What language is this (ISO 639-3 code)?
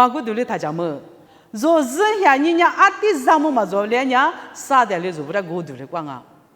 lis